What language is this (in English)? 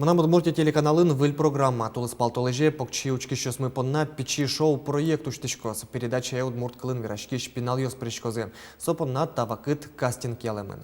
Udmurt